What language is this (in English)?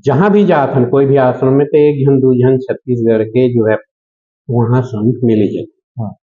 Chhattisgarhi